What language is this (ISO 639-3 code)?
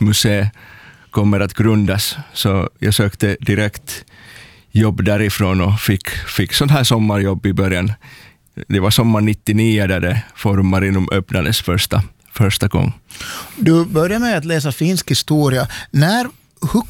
swe